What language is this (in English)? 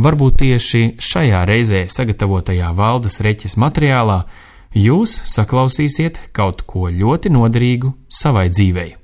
Latvian